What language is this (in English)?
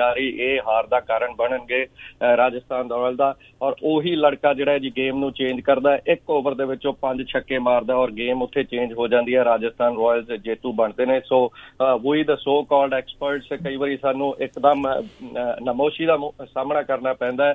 Punjabi